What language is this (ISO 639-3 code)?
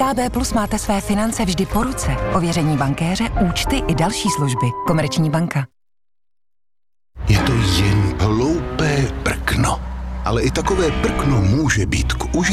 ces